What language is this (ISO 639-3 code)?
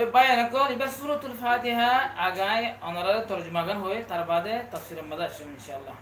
rhg